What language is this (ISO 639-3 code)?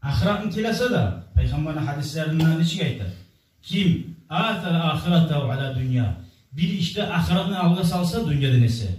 kum